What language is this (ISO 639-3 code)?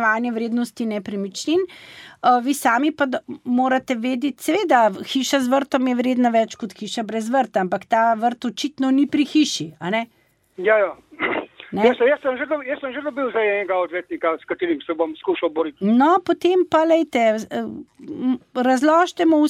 slv